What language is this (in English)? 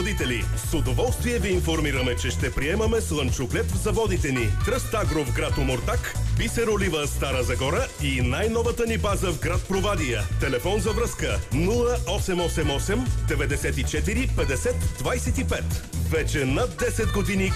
Bulgarian